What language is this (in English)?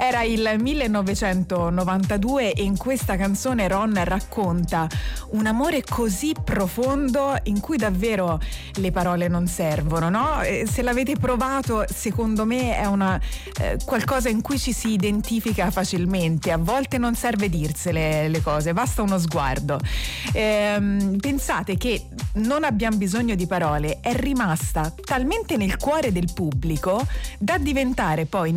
Italian